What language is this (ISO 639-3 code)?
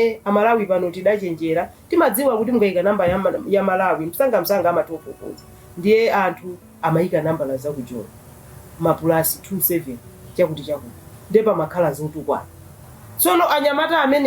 nya